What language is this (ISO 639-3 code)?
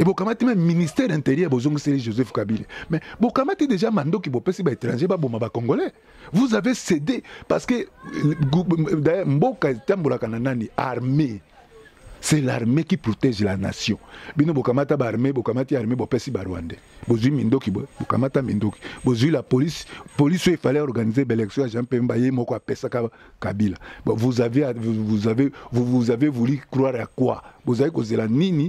lin